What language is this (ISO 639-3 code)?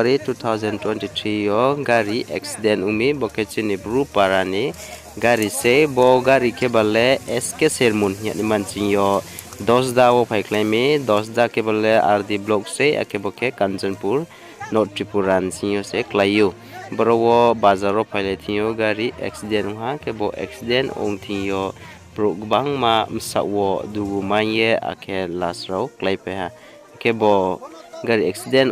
ria